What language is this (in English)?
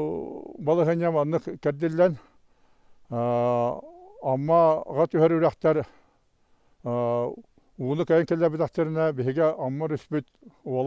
Yakut